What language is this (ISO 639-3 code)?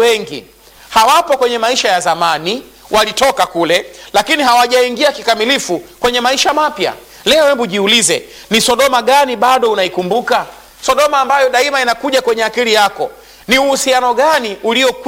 swa